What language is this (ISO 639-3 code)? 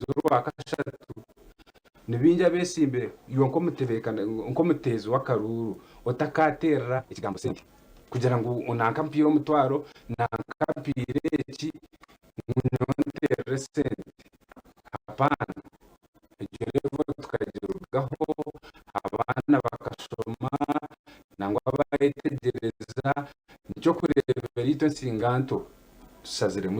nyn